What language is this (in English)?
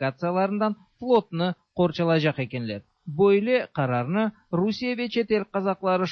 Tatar